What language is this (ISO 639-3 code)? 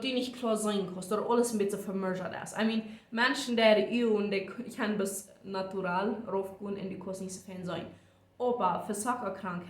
pdt